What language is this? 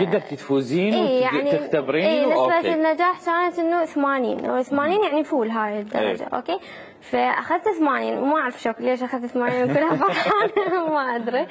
Mesopotamian Arabic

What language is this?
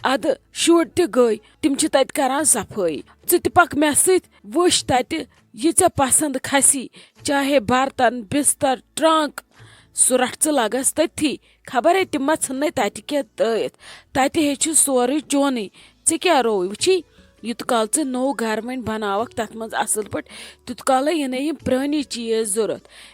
Kashmiri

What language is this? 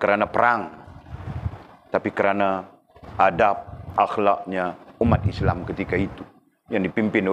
Malay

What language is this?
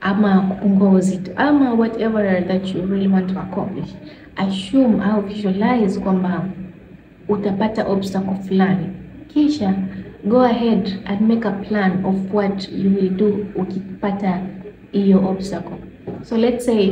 Swahili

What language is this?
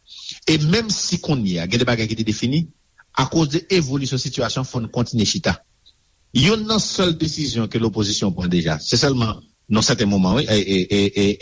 Haitian Creole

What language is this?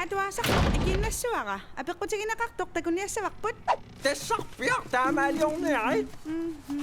Kalaallisut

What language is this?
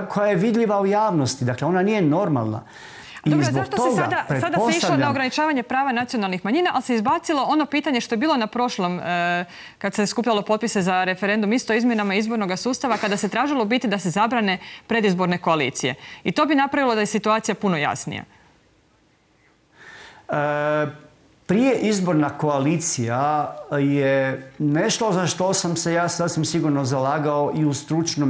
Croatian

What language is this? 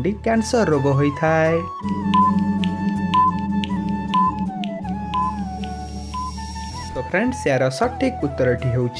Odia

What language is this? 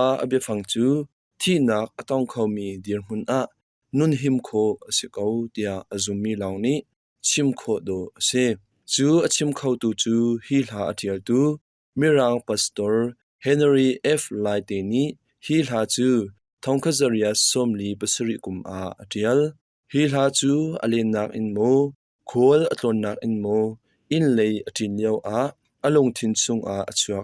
Hakha Chin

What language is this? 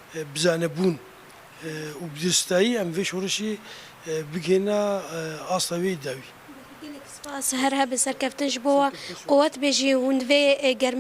Kurdish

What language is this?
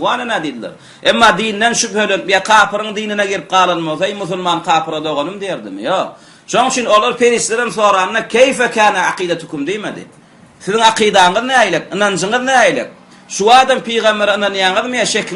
Turkmen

